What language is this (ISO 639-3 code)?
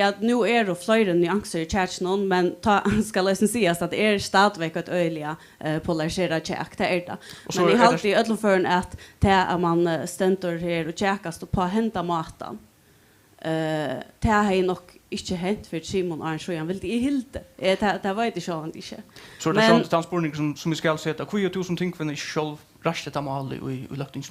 fao